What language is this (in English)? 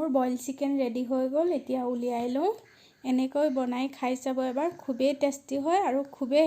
Assamese